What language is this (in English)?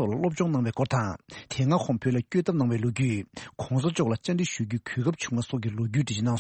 Tibetan